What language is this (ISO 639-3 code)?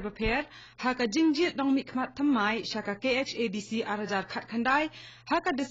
kha